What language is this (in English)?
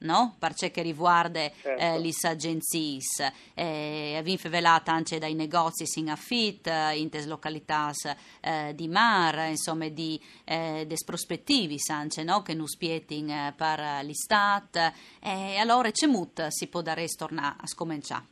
Friulian